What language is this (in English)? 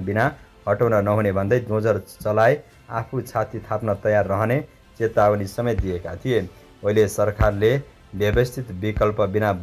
Nepali